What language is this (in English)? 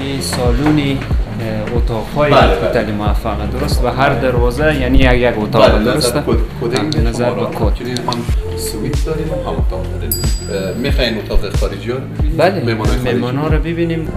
Persian